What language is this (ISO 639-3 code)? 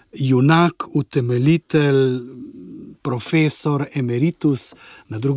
slv